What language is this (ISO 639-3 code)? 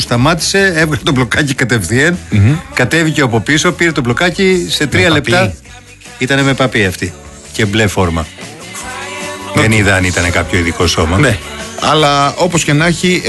ell